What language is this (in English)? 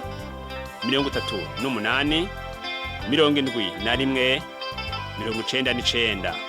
Rundi